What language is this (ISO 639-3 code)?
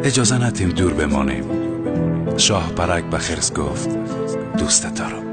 tgk